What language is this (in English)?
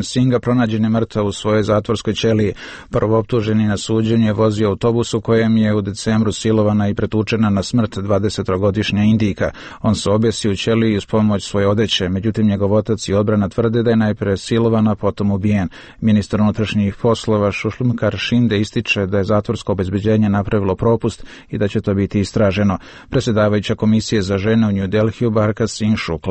Croatian